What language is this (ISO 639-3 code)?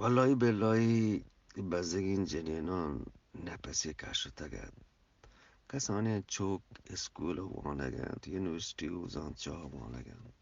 bgp